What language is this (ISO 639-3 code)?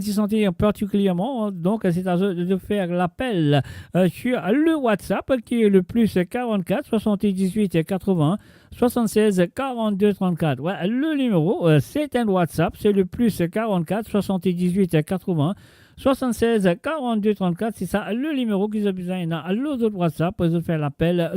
mfe